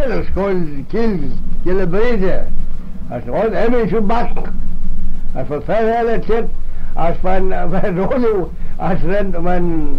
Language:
Manx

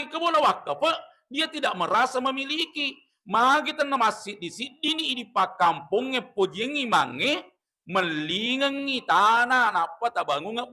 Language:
Buginese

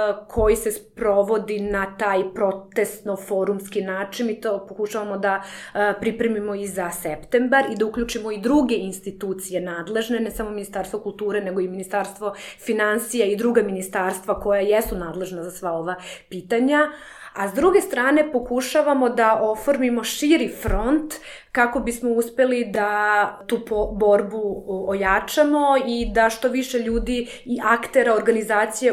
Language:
Serbian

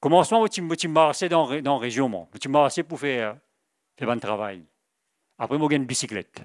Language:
Morisyen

